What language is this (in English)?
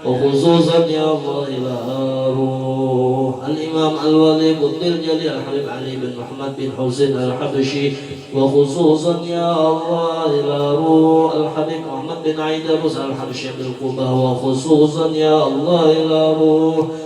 Banjar